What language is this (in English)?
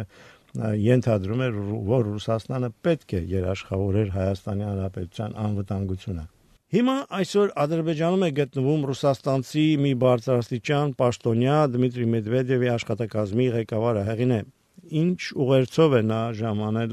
Armenian